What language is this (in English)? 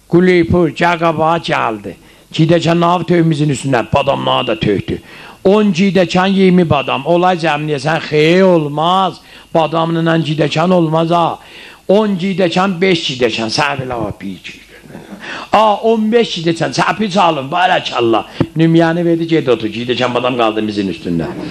South Azerbaijani